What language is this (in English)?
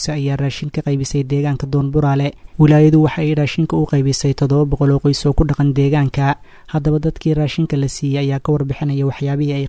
Somali